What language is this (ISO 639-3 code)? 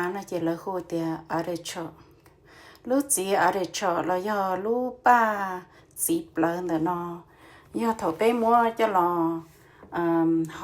hmn